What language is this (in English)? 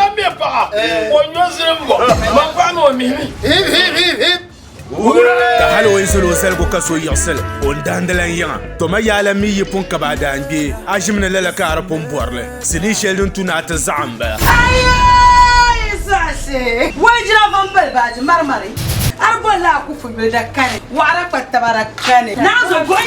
Dagbani